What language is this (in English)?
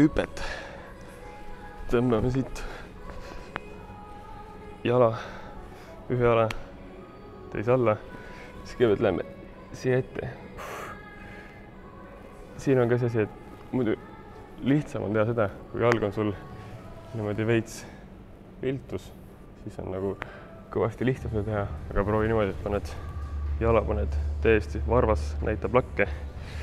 Estonian